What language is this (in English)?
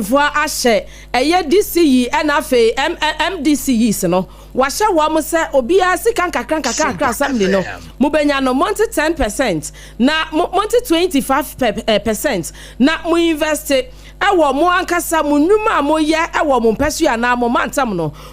Akan